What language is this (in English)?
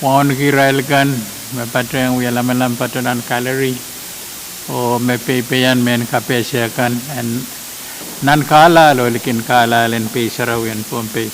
Pohnpeian